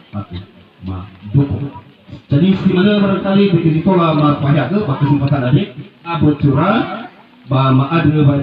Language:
Nias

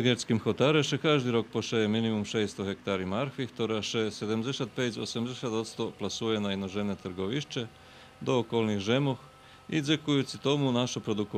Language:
Rusyn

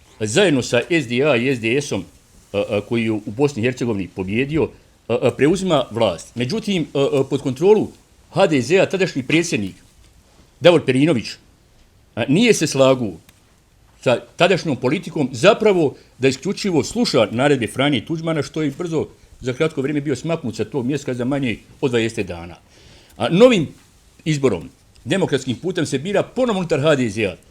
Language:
Bosnian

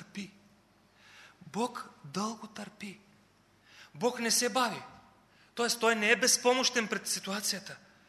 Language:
Bulgarian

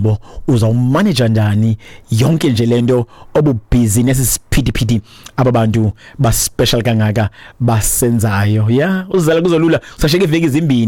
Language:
Xhosa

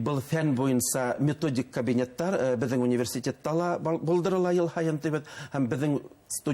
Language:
Bashkir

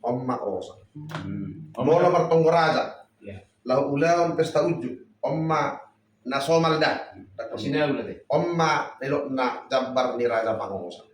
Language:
Batak Toba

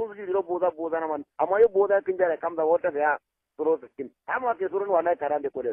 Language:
Kanuri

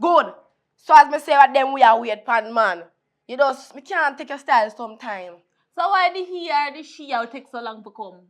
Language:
Jamaican Creole English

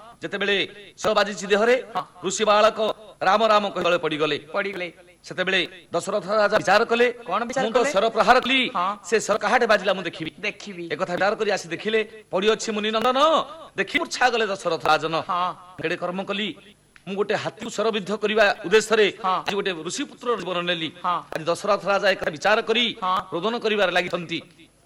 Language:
Odia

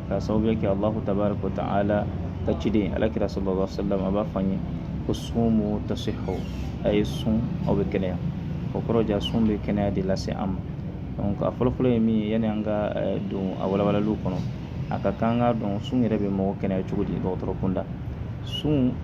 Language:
Bambara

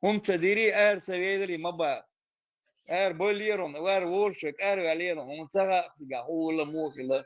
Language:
Chechen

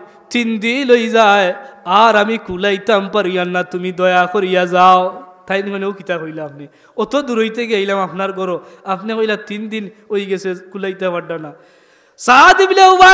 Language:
Sylheti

